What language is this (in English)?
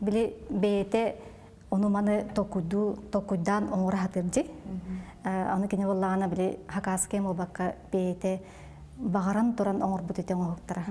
Yakut